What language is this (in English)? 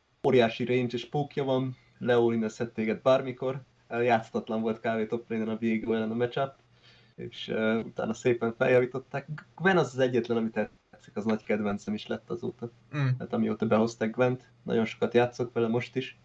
Hungarian